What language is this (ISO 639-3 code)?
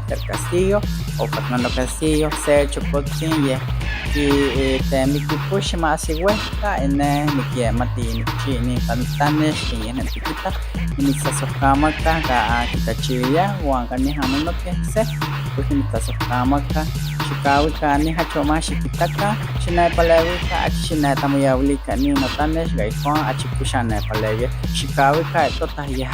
nhx